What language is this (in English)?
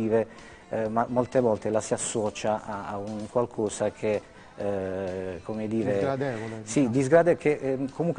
Italian